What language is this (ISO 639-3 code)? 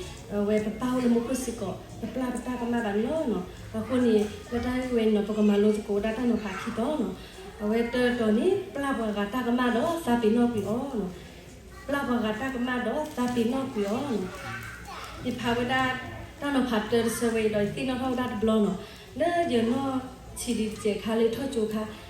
ksw